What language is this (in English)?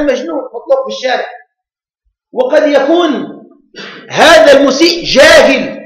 Arabic